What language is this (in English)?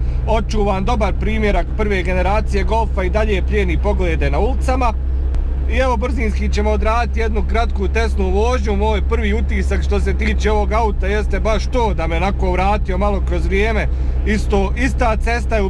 Bosnian